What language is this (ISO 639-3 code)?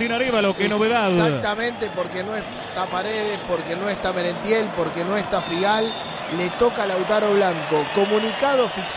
spa